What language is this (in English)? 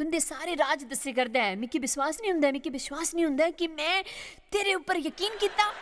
Dogri